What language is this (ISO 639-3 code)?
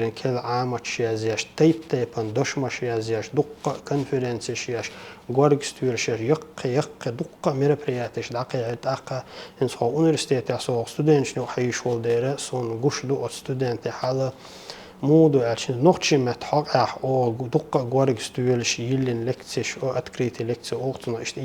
che